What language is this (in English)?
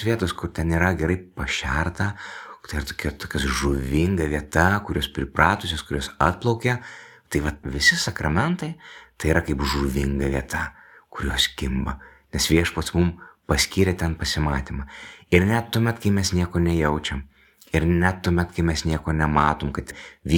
Lithuanian